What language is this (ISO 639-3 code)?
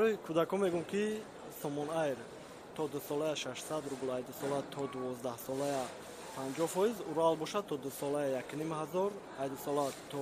tgk